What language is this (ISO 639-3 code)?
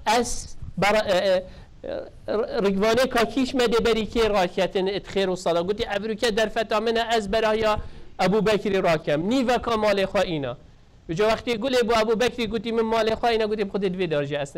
kur